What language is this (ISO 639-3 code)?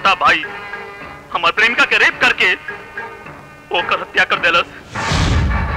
bho